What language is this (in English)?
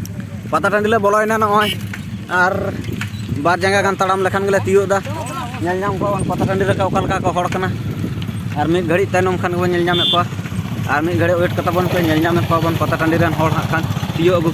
Santali